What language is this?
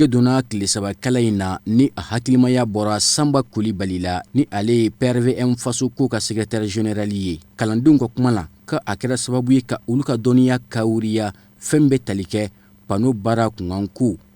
Bambara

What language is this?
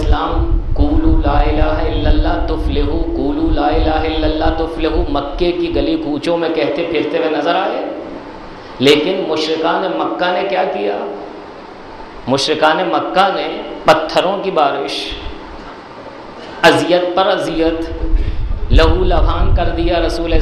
Urdu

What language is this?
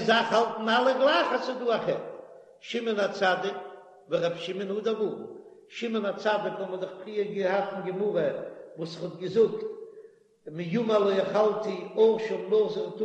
Yiddish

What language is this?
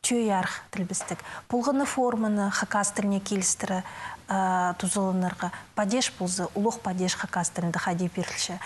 Khakas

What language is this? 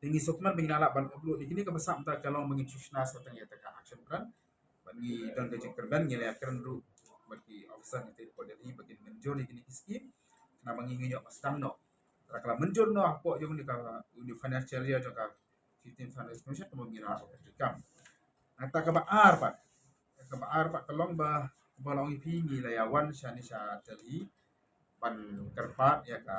Khasi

